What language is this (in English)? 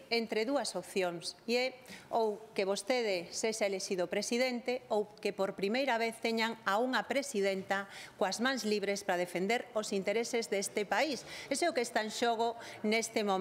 Galician